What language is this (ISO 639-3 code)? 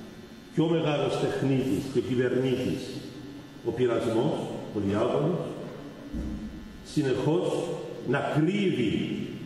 ell